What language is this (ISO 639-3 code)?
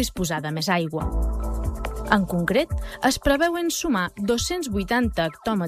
cat